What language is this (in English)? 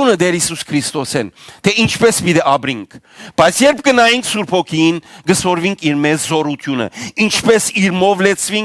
Western Armenian